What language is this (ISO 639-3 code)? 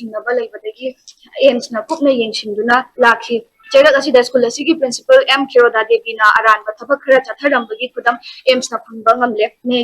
mni